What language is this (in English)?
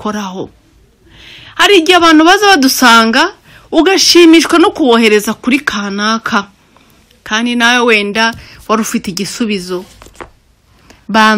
Kinyarwanda